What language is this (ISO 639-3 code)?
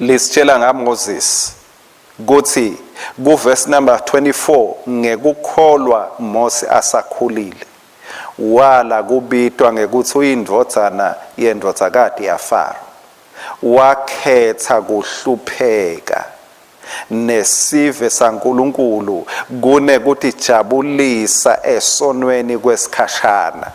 ssw